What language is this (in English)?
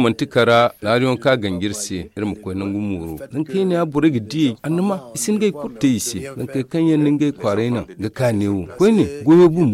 Zarma